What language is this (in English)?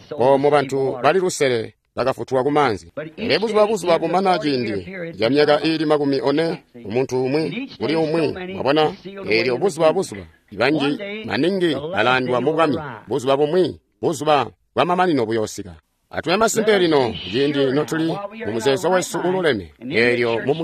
Tonga (Zambia)